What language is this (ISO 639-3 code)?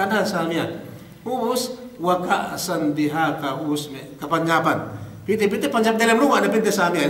yka